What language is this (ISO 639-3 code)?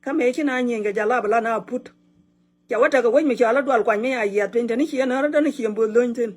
nus